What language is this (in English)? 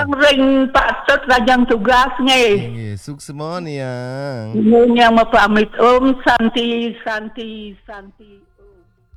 Balinese